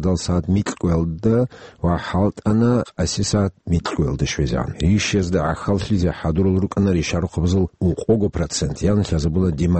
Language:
Avaric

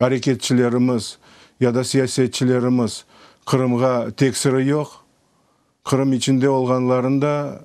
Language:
Crimean Tatar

